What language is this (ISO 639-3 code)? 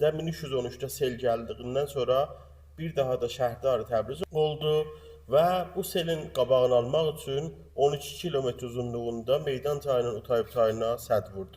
aze